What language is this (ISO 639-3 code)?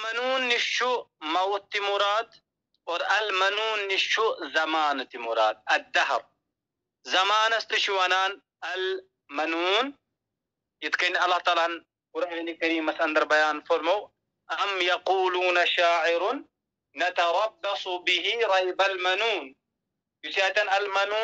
kas